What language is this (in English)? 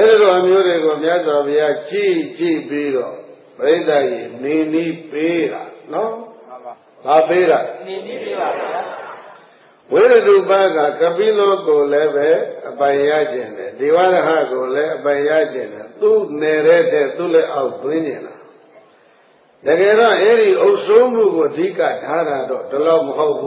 Burmese